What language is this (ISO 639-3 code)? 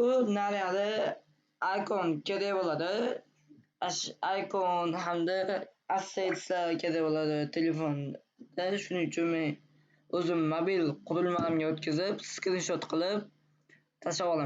uzb